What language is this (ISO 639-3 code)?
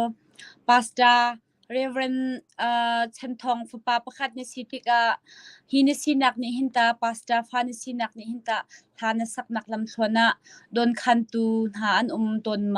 cnh